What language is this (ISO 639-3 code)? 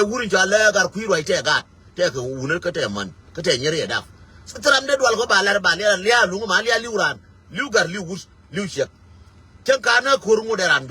nus